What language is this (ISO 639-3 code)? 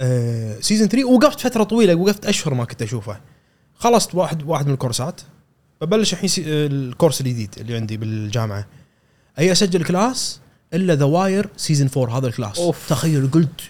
afb